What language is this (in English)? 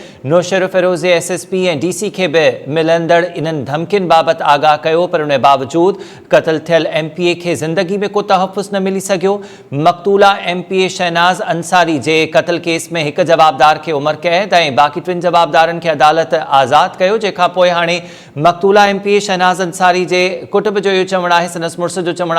Sindhi